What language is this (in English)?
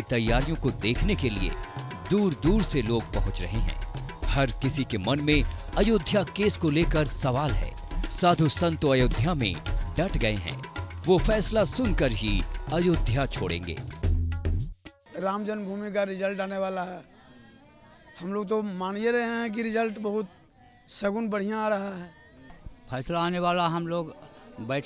Hindi